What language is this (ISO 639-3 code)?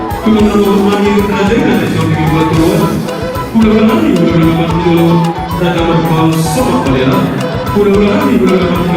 bbc